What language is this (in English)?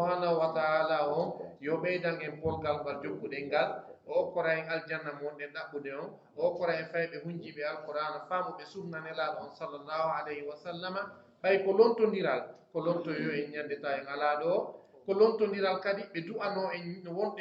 Pular